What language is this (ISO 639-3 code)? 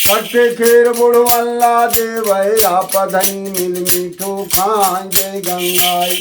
hne